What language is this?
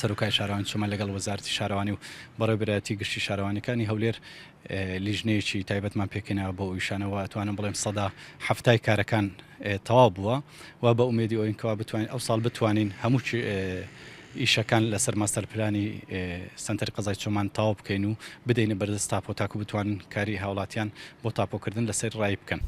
Central Kurdish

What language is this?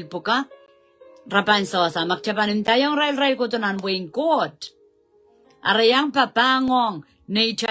Pohnpeian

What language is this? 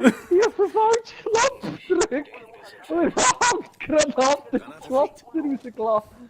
Swiss German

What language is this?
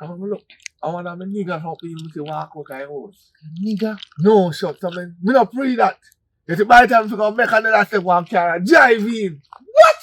Jamaican Creole English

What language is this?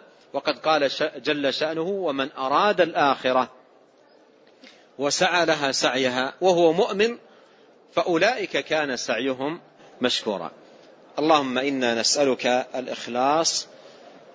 Arabic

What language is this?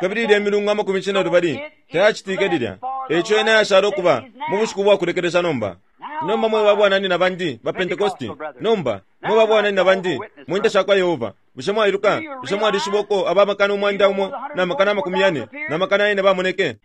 Bemba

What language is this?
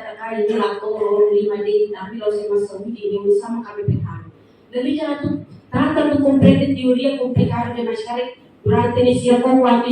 Tetum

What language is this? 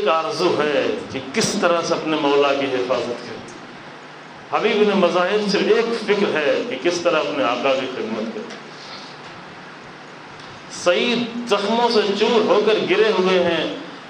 Urdu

